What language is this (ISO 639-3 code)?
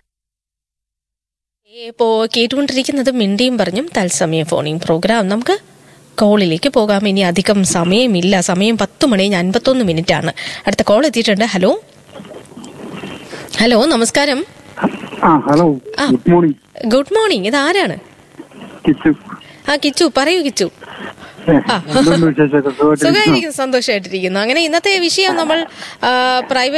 mal